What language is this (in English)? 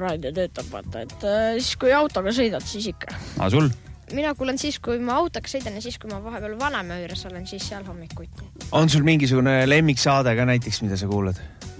Estonian